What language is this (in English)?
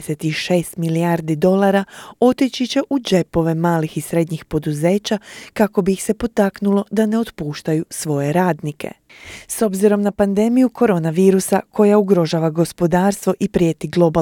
Croatian